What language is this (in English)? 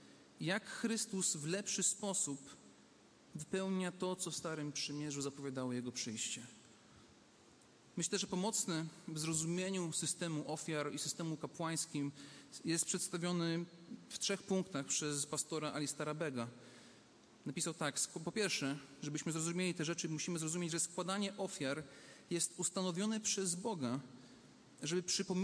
Polish